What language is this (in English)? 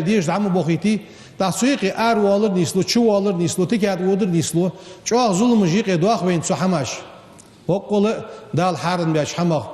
Ingush